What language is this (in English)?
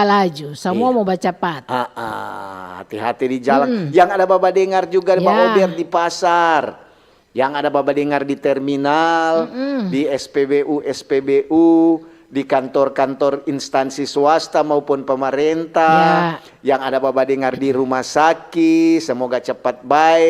Manado Malay